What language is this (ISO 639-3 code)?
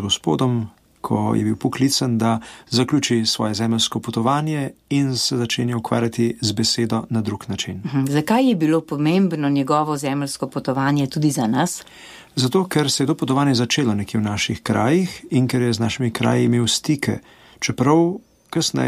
slv